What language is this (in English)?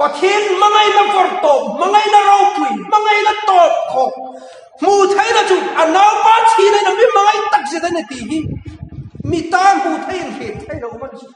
Hmar